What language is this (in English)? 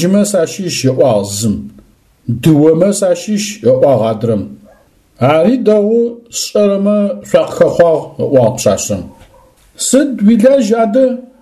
Adyghe